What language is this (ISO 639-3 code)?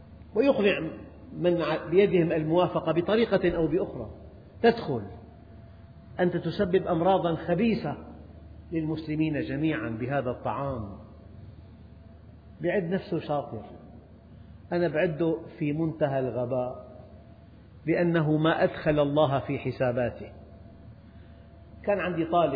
ara